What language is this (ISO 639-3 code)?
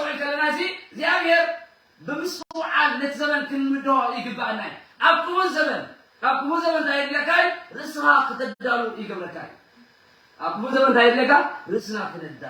tir